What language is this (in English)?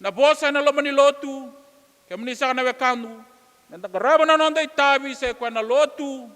Fijian